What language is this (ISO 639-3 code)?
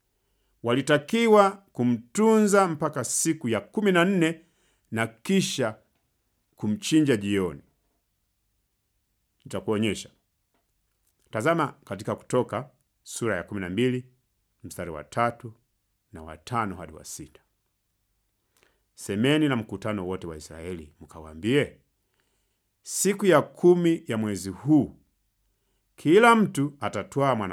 swa